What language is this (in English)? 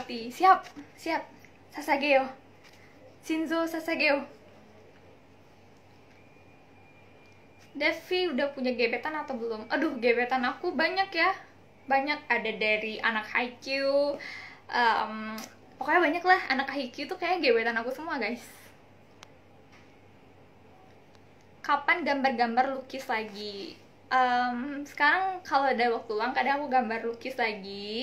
Indonesian